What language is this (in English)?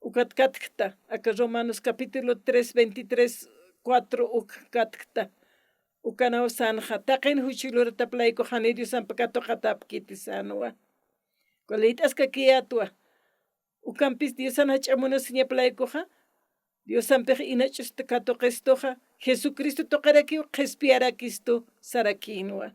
Aymara